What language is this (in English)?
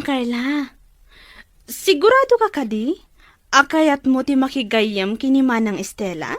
Iloko